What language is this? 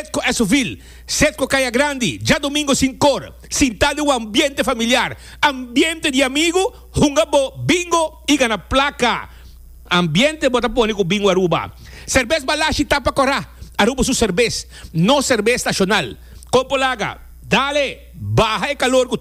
Papiamento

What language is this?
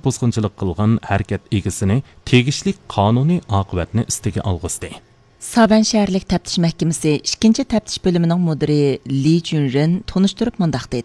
Uyghur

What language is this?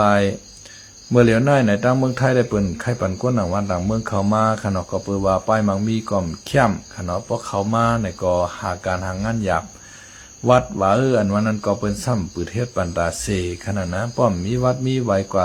Lao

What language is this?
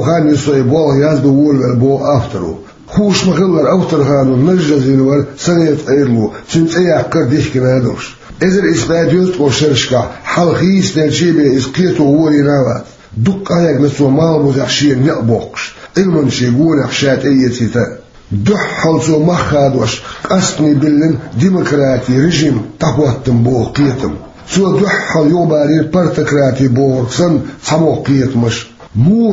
Chechen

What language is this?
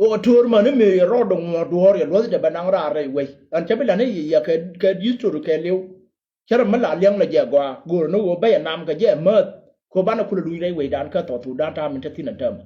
Nuer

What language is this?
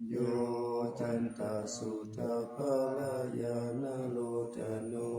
Pali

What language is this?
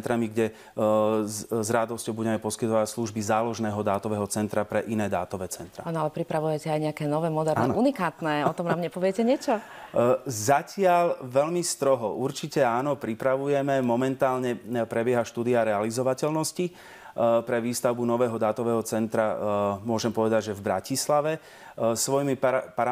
Slovak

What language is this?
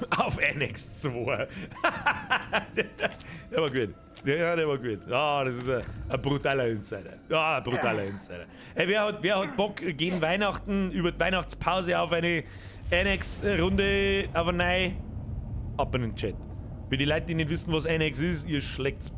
Bavarian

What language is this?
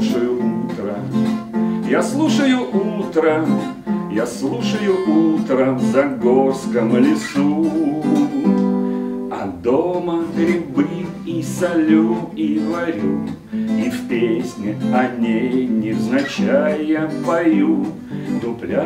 Russian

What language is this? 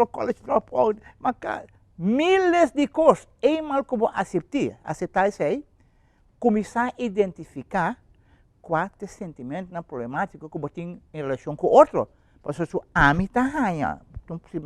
Papiamento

